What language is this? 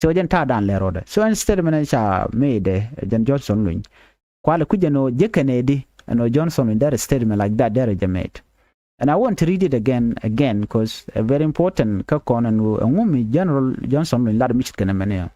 Nuer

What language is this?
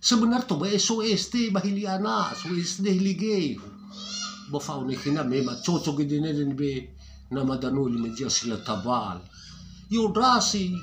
Nias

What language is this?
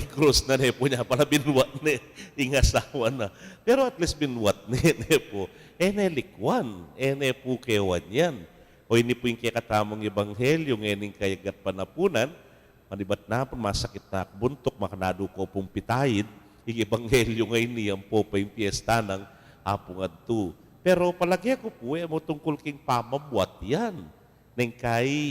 Pampanga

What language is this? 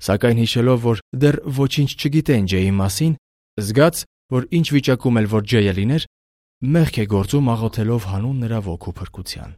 Armenian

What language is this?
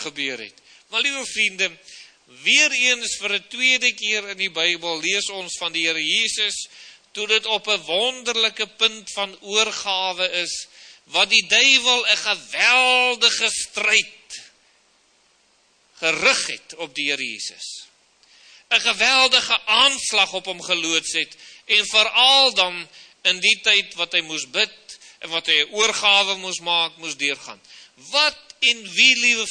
Afrikaans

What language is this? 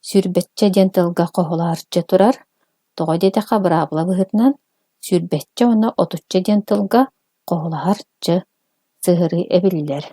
Yakut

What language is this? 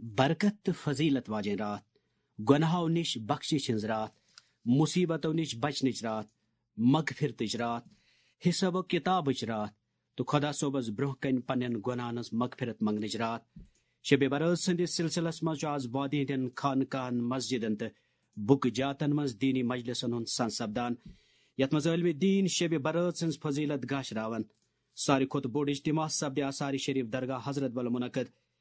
Kashmiri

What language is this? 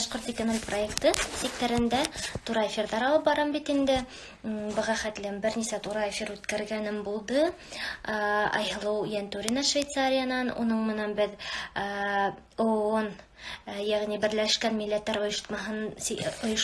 Bashkir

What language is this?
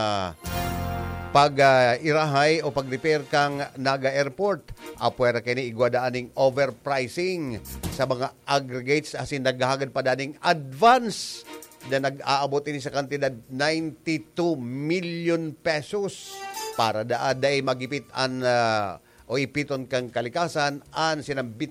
Bikol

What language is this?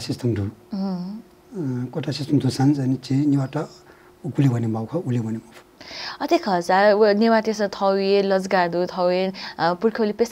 Newari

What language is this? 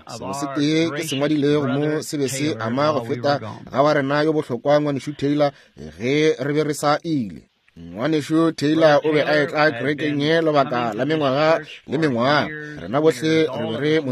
Northern Sotho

